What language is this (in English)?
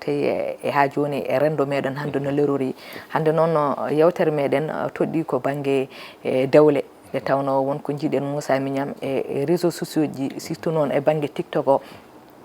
Fula